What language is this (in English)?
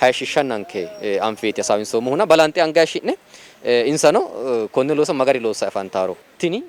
Sidamo